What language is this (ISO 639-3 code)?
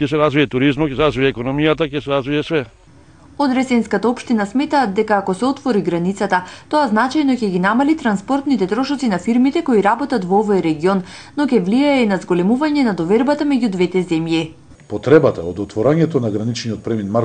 mkd